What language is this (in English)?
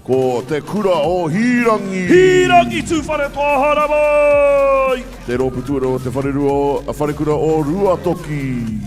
Māori